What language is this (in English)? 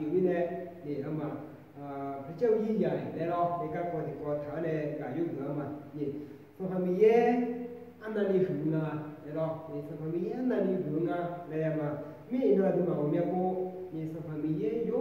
Akha